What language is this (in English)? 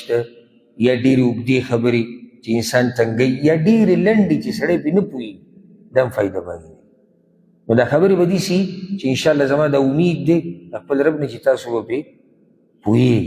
Pashto